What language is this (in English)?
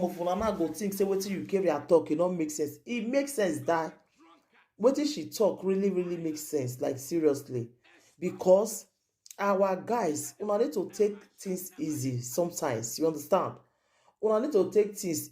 Nigerian Pidgin